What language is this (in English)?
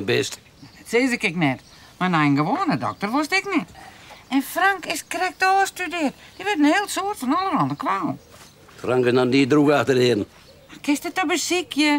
Western Frisian